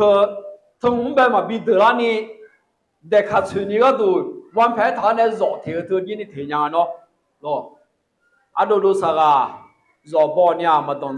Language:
Akha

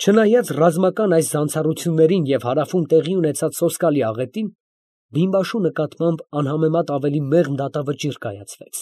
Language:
Armenian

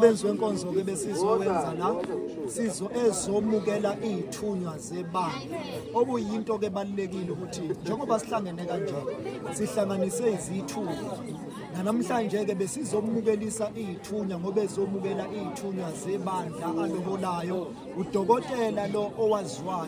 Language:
Zulu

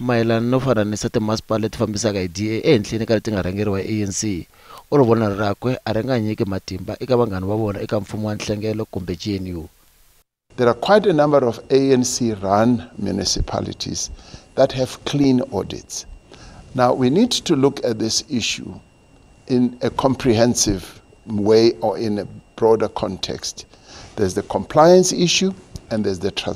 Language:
Tsonga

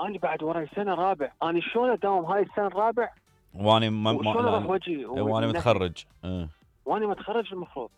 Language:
Mesopotamian Arabic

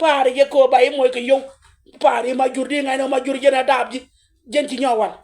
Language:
Nuer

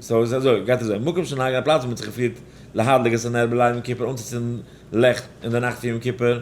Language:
Yiddish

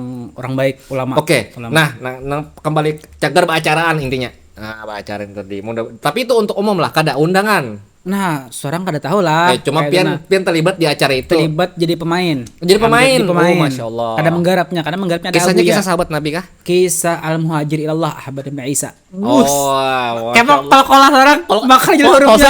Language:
Banjar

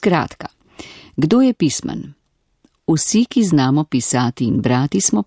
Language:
Slovenian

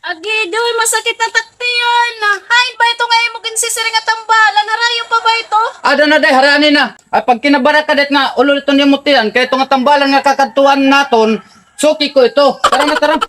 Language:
Waray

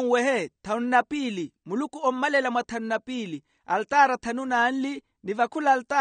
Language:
Makhuwa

